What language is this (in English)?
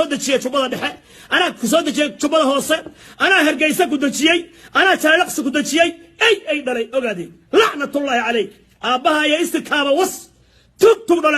Somali